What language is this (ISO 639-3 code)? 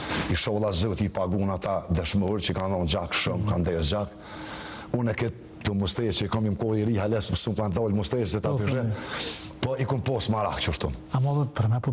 sqi